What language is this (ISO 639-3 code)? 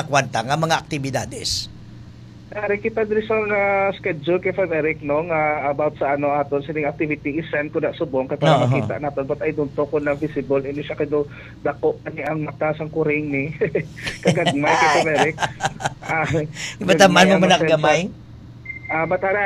hil